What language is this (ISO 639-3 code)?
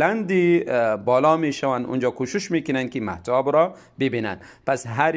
tgk